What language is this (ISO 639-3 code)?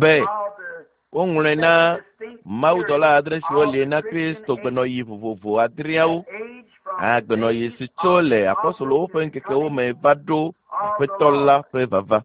ewe